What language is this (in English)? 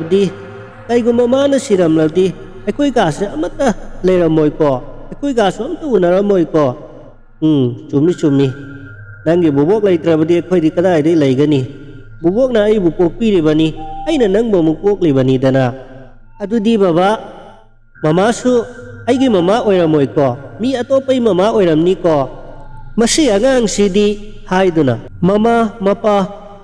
Manipuri